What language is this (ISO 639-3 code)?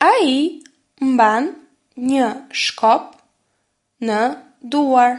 sqi